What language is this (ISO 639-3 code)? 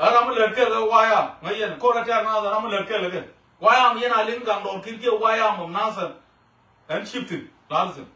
nus